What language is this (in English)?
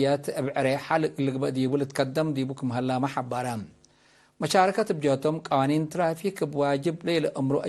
Tigre